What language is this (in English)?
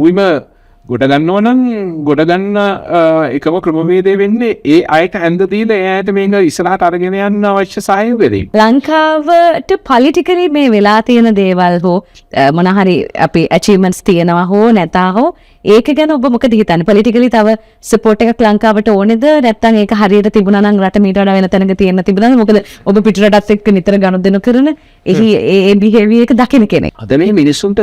Sinhala